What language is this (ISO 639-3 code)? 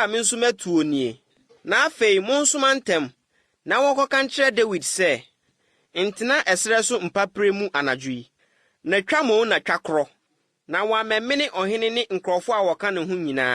aka